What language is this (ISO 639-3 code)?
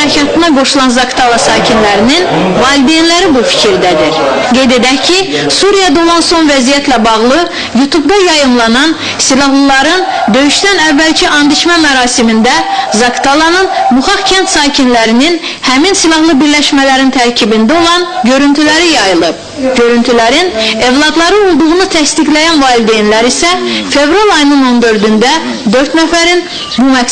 aze